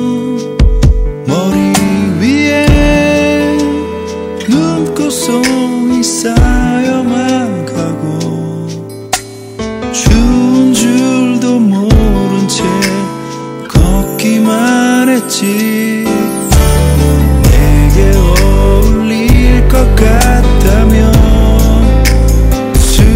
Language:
Korean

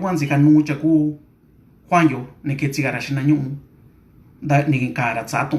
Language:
Mixtepec Mixtec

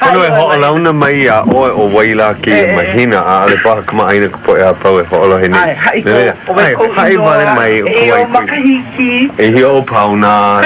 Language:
Hawaiian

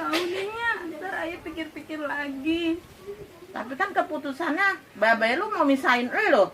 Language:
Betawi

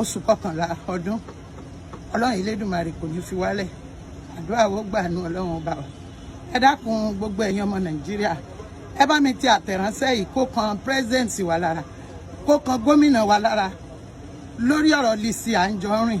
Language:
Yoruba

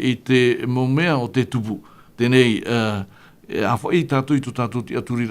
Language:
Tahitian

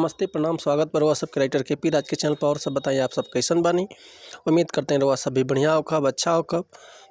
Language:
Bhojpuri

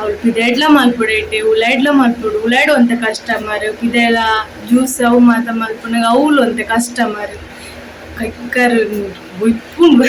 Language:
Tulu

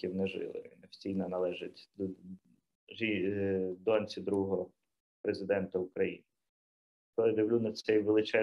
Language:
Ukrainian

